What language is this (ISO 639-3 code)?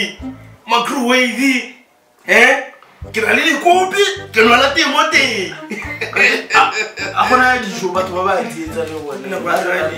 tsn